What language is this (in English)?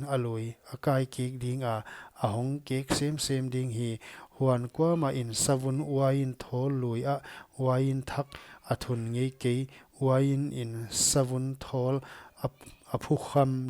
Paite Chin